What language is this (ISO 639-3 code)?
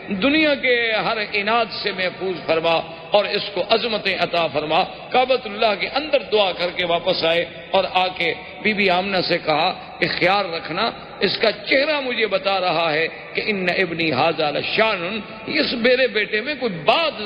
urd